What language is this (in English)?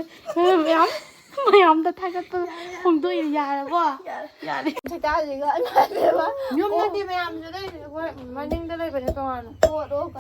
Manipuri